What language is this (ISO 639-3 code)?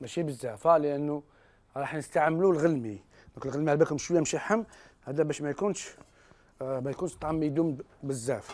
arq